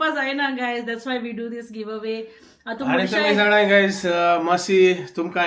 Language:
Konkani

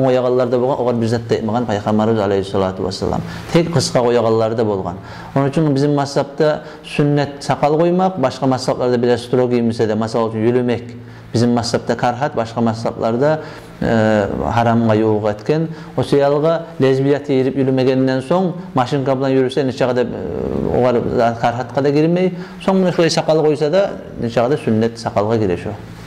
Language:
Kumyk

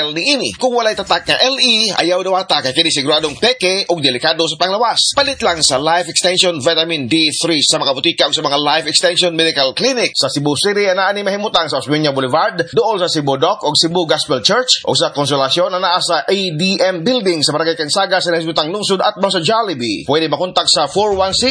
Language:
Cebuano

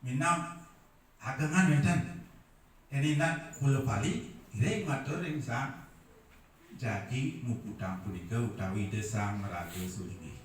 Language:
Balinese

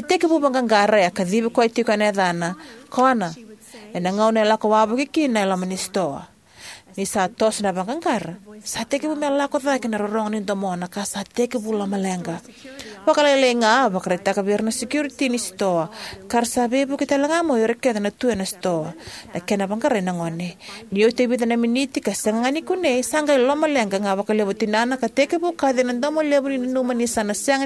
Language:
Fijian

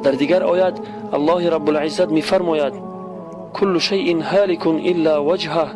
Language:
Tajik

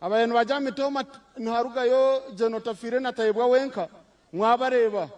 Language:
Nyankole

